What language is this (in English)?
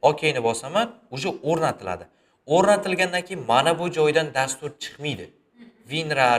Uzbek